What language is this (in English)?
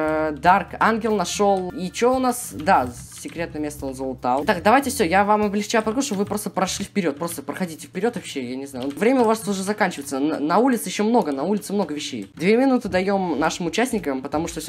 Russian